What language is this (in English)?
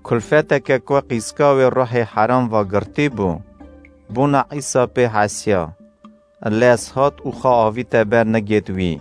Kurdish